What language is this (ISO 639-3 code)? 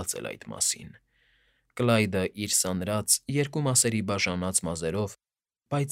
hye